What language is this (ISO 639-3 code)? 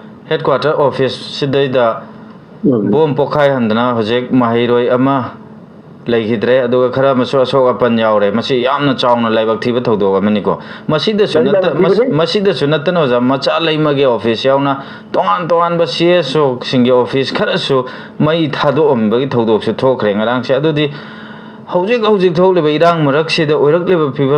mni